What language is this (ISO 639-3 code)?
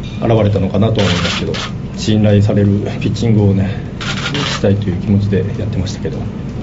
jpn